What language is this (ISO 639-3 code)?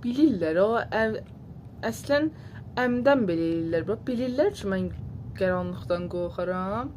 azb